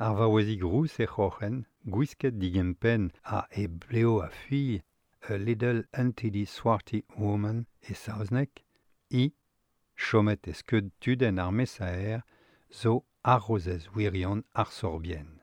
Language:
Breton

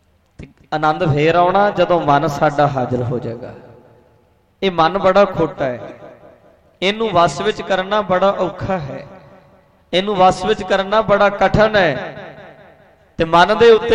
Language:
Punjabi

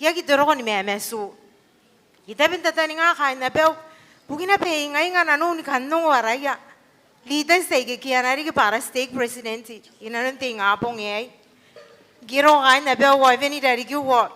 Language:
Gilbertese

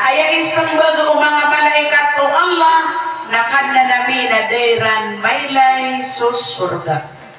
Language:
Maranao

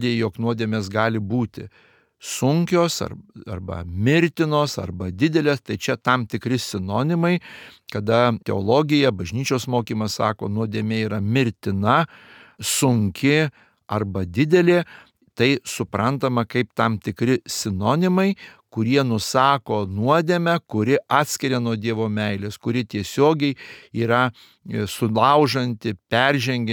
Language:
Lithuanian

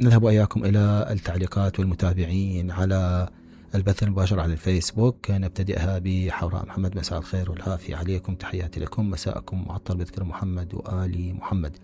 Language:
Mesopotamian Arabic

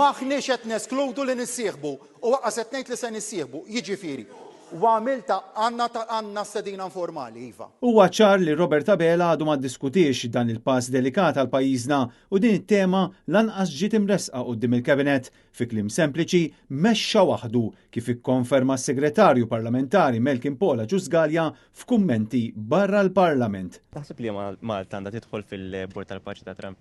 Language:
Maltese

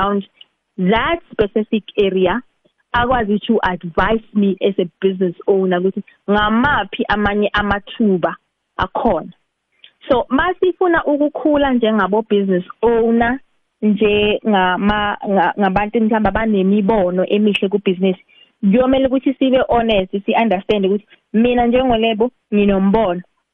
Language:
South Ndebele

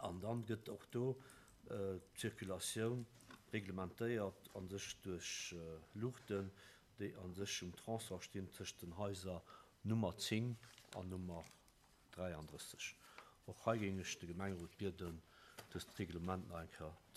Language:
Luxembourgish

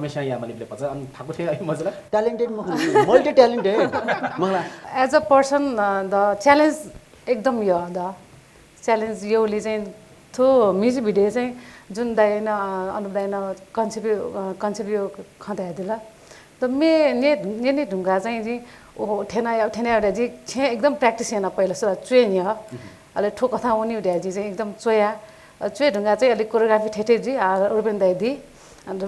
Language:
Newari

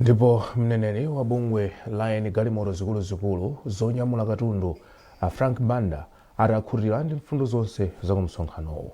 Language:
Nyanja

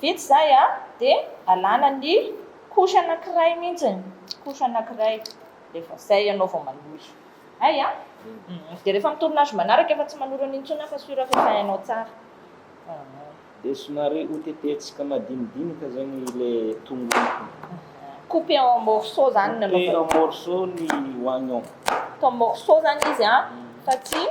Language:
Malagasy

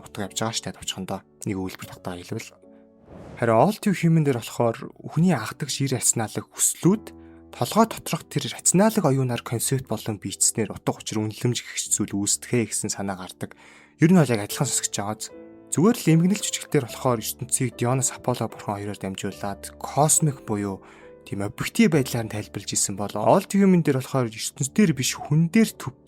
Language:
Mongolian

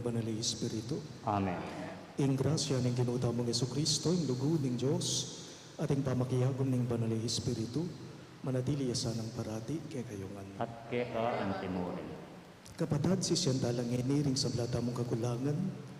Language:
Pampanga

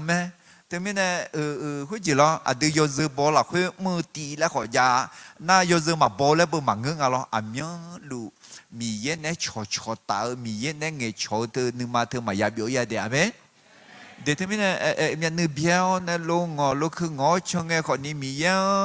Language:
Akha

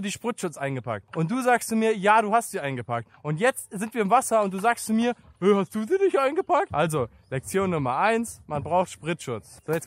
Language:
German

